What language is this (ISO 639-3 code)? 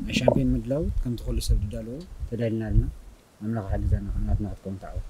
tir